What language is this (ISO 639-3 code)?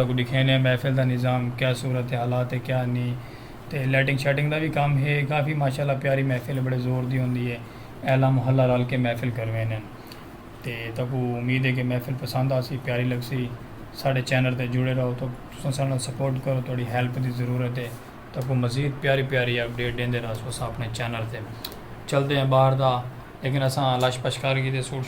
skr